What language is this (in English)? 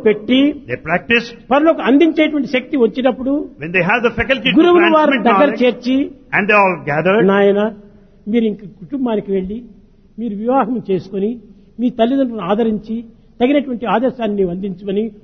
Telugu